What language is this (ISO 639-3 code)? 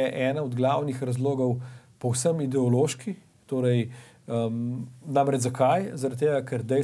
slv